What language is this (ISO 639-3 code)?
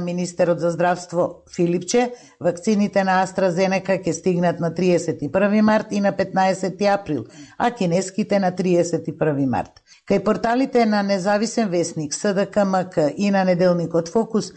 mkd